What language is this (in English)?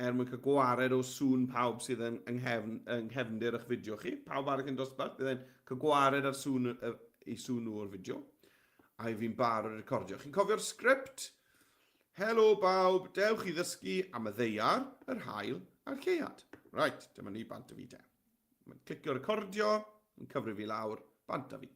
Welsh